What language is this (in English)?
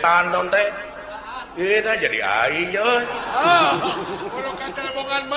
Sundanese